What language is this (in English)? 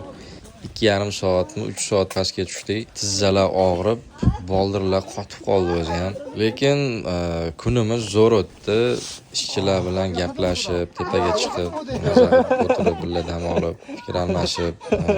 Uzbek